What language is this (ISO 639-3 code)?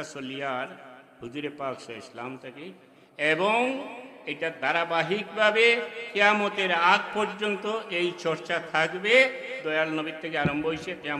syl